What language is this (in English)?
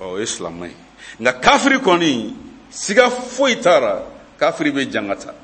Bambara